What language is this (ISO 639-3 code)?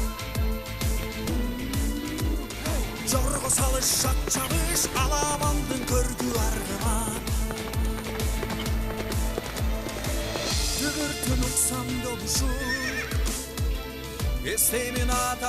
kir